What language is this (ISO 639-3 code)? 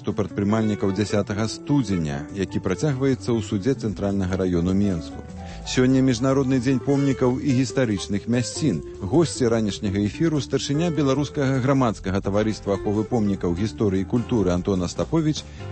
bel